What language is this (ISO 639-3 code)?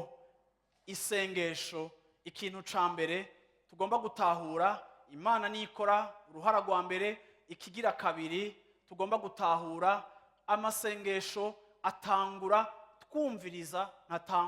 run